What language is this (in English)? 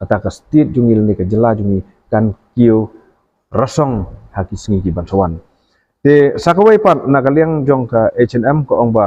Khasi